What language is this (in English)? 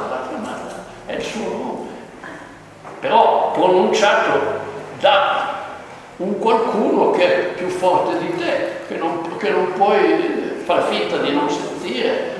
Italian